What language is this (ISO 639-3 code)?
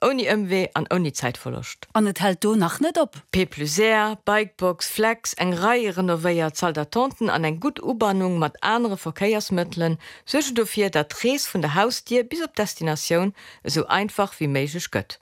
ltz